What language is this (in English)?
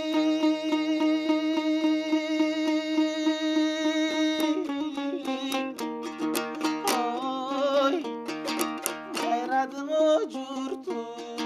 Kyrgyz